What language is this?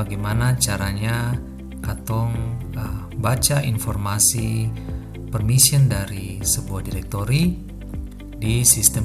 Ambonese Malay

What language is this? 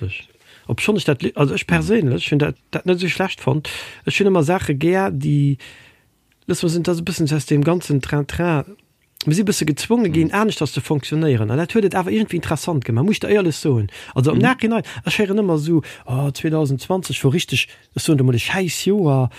Luxembourgish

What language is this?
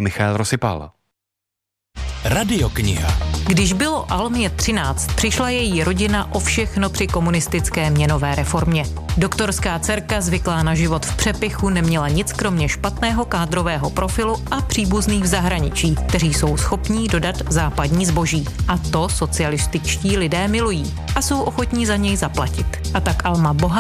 Czech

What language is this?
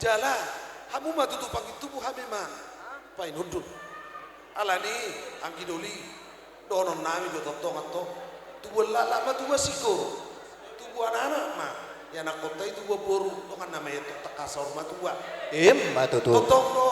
Batak Toba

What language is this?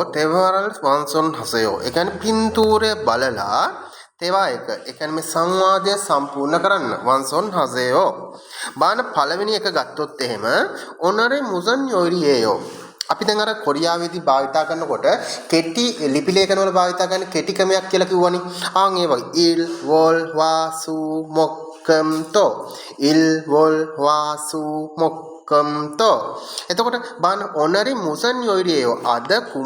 Sinhala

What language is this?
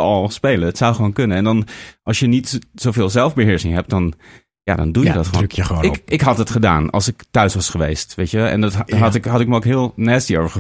Dutch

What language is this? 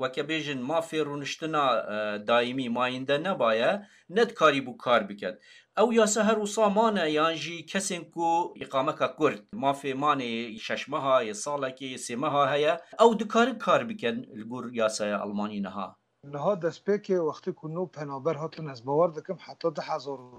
Kurdish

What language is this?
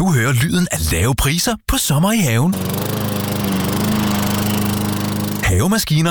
Danish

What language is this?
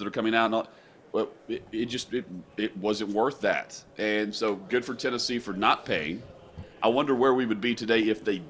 English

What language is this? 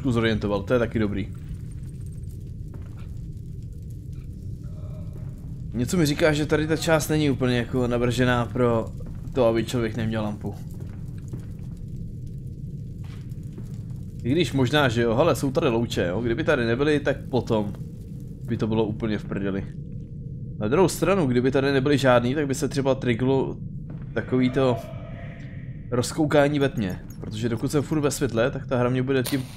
Czech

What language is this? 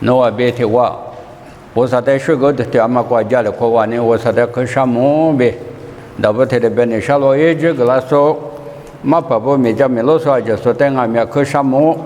Lisu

